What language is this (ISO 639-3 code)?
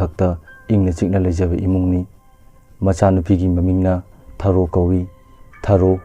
mni